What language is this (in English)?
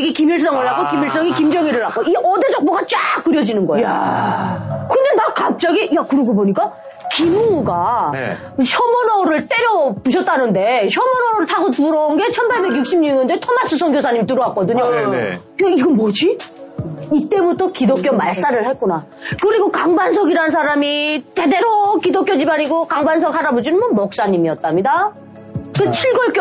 Korean